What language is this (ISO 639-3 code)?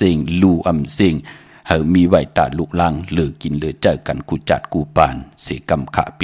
shn